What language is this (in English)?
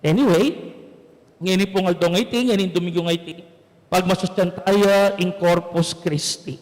Pampanga